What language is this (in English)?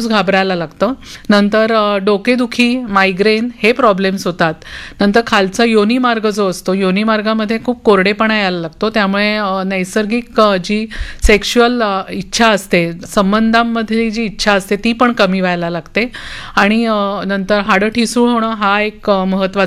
Marathi